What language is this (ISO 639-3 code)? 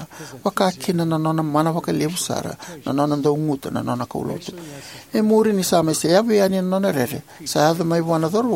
fij